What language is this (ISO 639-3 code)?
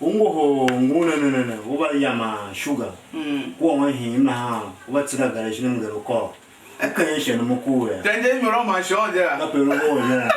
tiv